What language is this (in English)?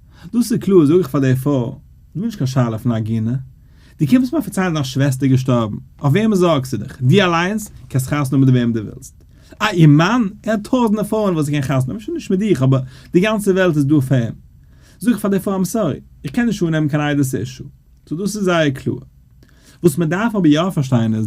Yiddish